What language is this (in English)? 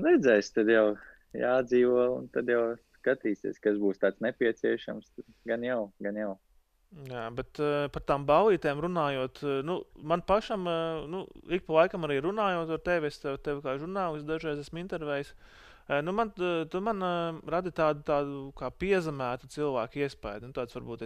Latvian